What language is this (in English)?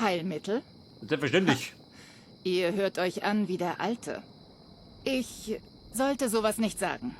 Bavarian